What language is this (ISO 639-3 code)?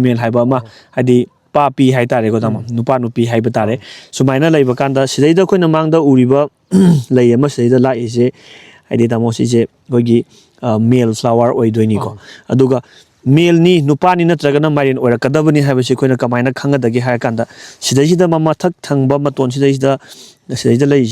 mni